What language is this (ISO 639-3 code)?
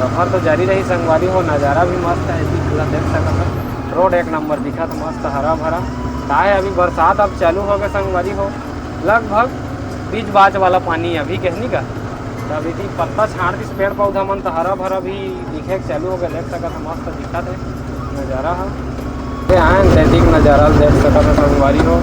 hne